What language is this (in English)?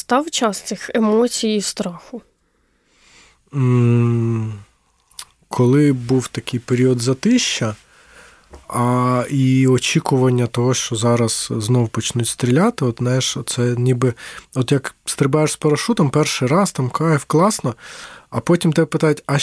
Ukrainian